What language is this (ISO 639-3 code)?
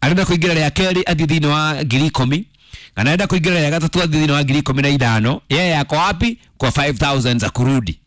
kik